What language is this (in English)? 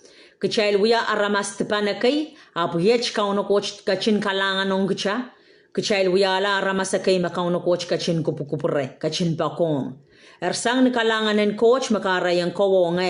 Pohnpeian